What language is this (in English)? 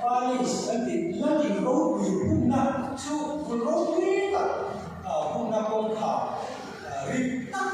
Mizo